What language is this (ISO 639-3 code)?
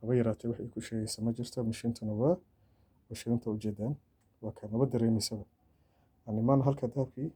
som